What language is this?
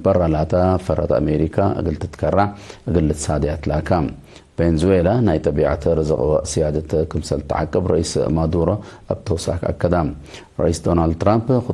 Tigre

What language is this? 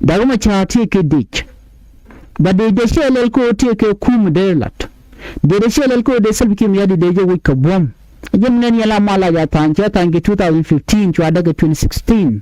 Nuer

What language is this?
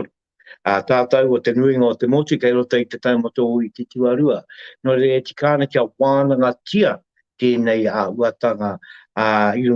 Māori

